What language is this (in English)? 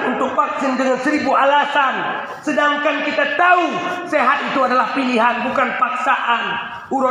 Achinese